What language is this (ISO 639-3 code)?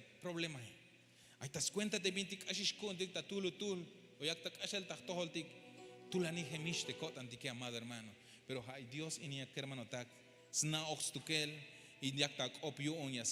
tzh